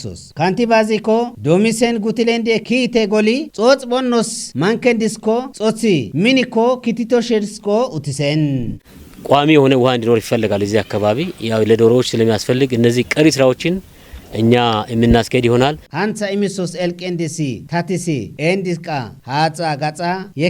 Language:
Kafa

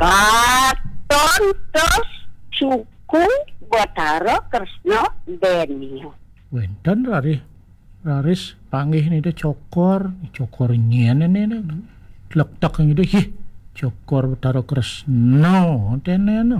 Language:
Balinese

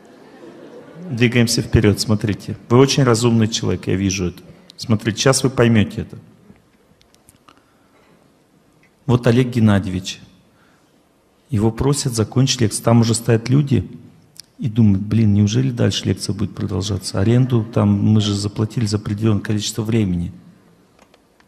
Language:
Russian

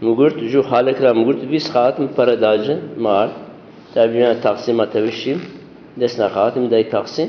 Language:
Zaza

